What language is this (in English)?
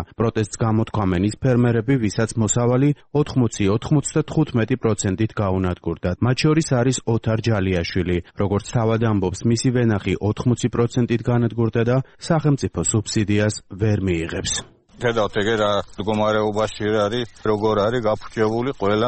Georgian